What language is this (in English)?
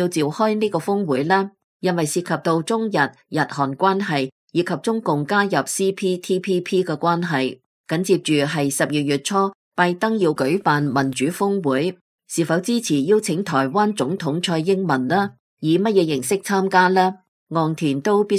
Cantonese